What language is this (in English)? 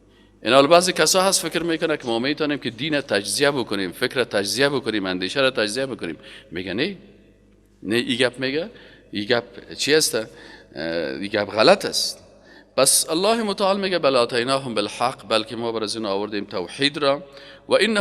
Persian